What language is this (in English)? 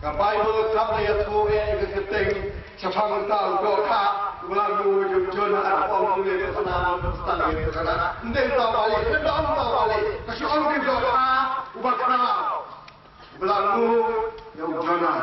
Khasi